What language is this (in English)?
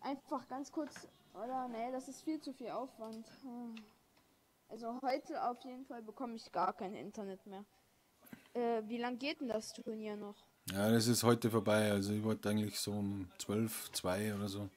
Bavarian